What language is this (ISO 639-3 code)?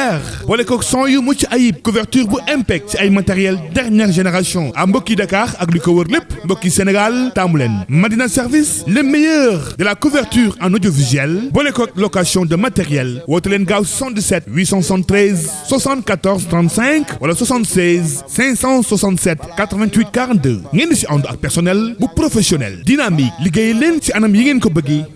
wol